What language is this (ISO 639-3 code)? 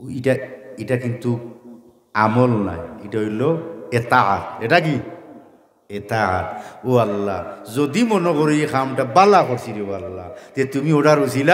syl